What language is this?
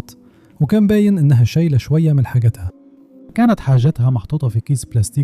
Egyptian Arabic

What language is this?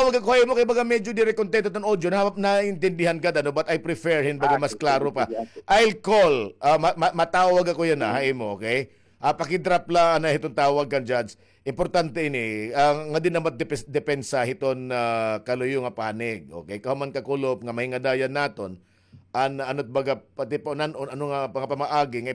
Waray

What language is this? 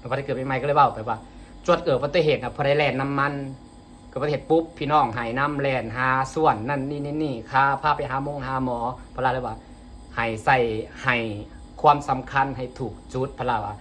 Lao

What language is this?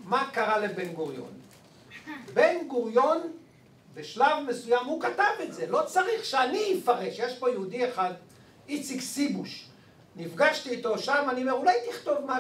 Hebrew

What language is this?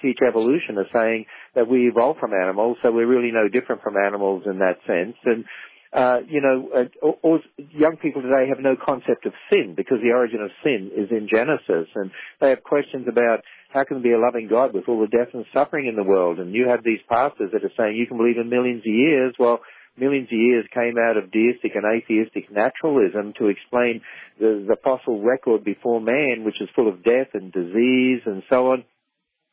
English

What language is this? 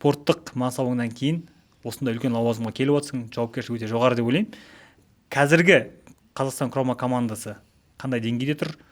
Kazakh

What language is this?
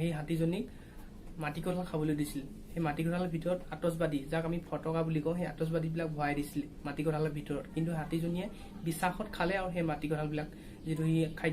Assamese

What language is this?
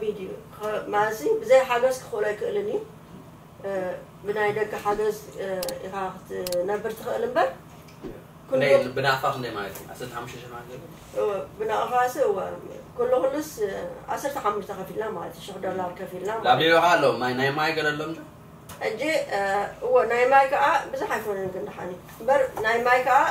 Tigrinya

